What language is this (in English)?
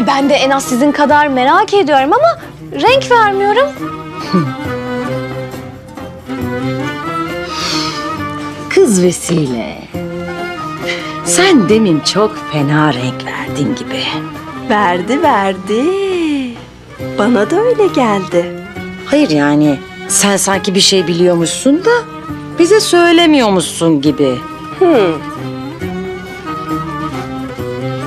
Turkish